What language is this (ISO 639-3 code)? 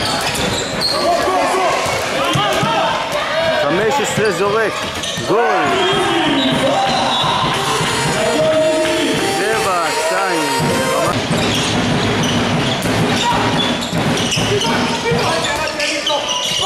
heb